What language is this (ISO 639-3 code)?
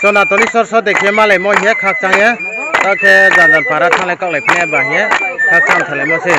ria